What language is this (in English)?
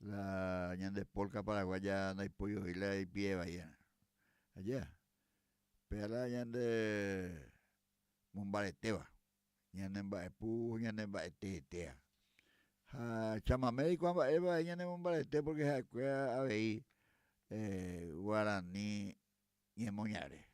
Guarani